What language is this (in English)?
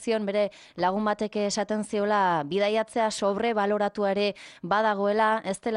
Basque